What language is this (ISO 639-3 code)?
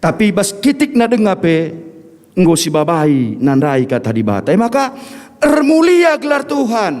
btx